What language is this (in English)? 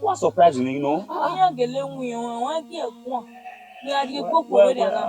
Bini